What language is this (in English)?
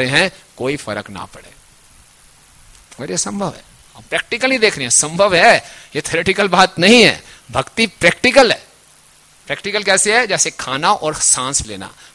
Hindi